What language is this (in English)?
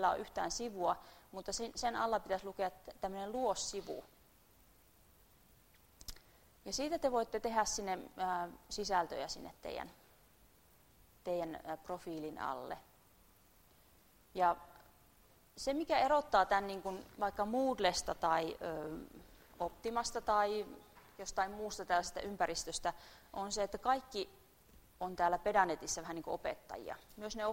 Finnish